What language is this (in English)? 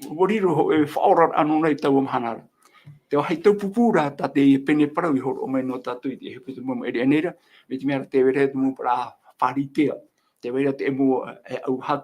Tahitian